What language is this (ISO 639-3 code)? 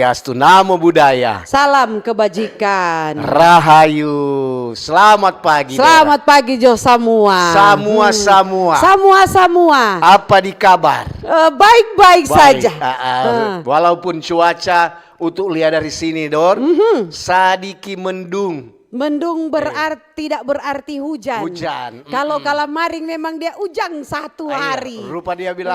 xmm